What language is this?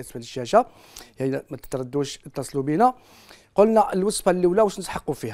Algerian Arabic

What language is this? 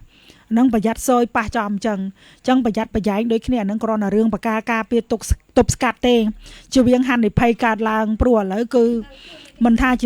Khmer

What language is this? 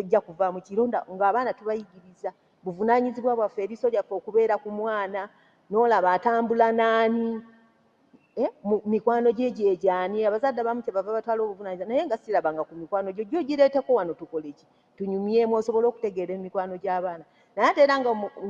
Ganda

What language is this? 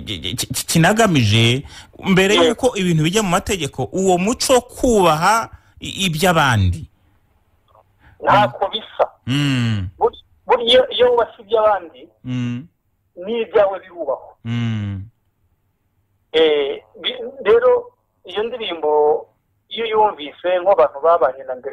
Kinyarwanda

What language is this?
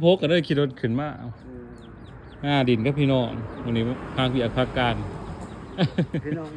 Lao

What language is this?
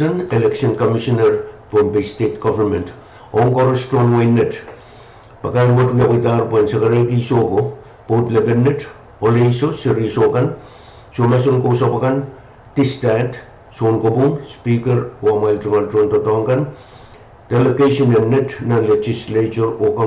Pohnpeian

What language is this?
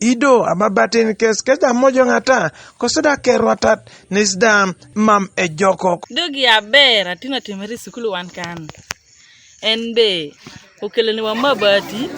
Teso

